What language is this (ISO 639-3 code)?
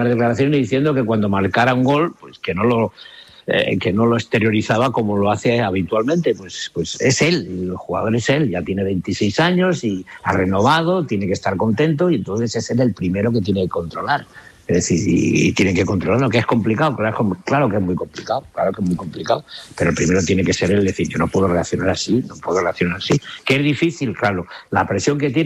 spa